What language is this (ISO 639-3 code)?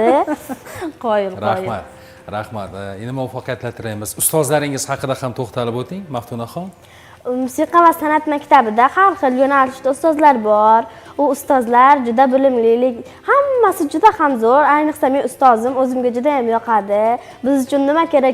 uzb